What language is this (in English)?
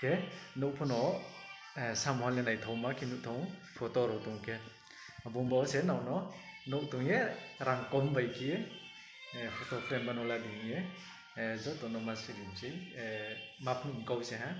Riang (India)